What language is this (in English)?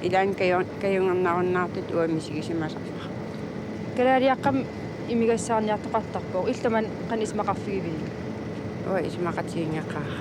Kalaallisut